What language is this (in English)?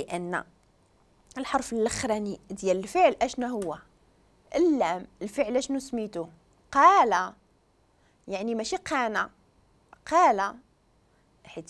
Moroccan Arabic